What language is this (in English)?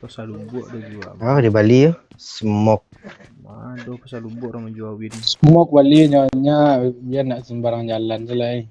Minangkabau